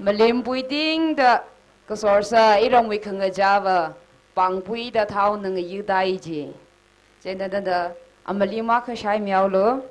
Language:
Tangkhul Naga (India)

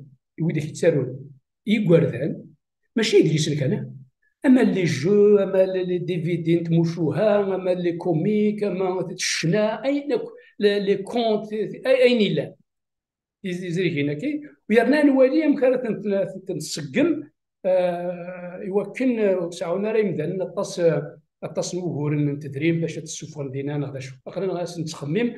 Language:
Kabyle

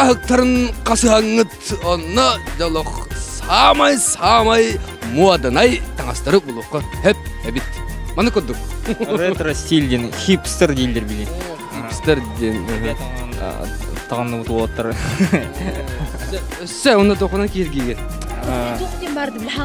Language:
Yakut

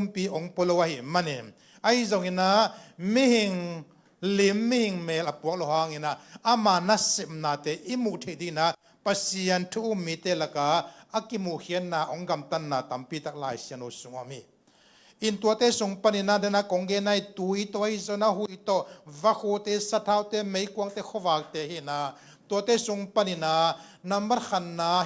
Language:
Tedim Chin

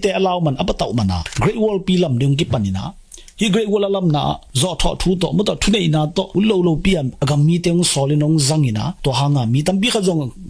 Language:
Tedim Chin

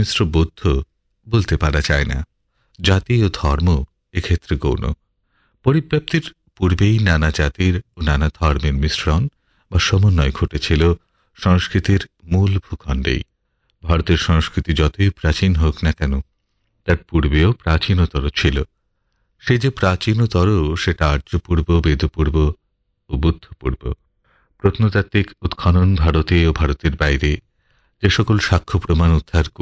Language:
Bangla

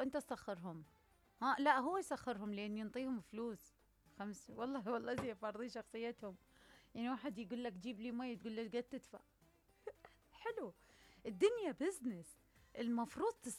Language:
Mesopotamian Arabic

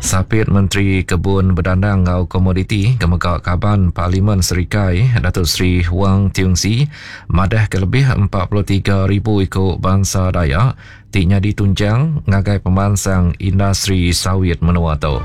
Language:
Iban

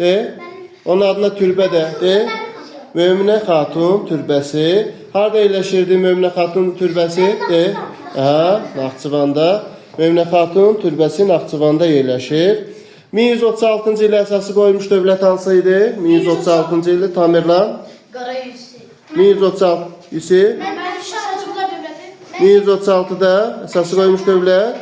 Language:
Azerbaijani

